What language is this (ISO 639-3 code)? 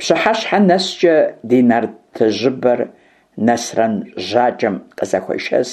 kbd